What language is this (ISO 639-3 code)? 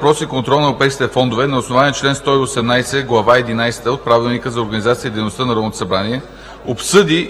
bul